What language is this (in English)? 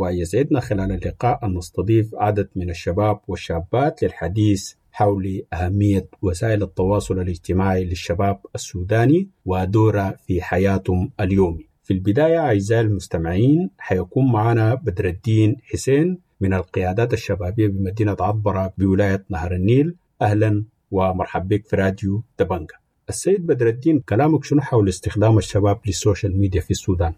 Sudanese Arabic